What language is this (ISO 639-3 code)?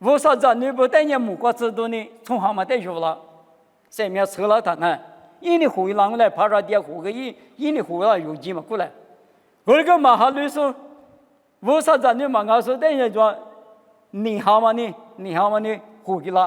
lis